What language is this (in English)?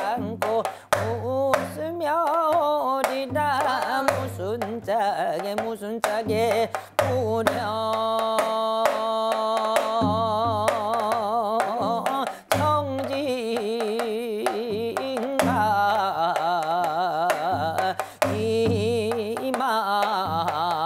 Korean